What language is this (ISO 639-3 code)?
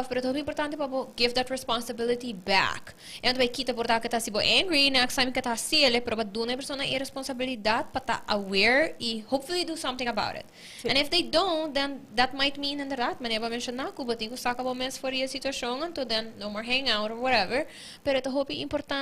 pap